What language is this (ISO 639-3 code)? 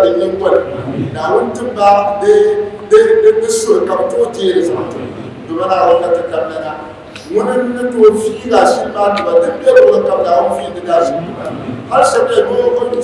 dag